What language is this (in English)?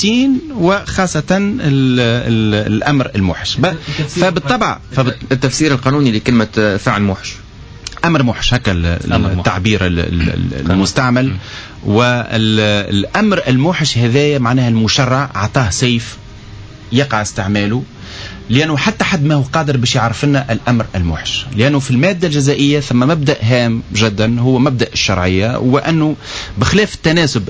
Tunisian Arabic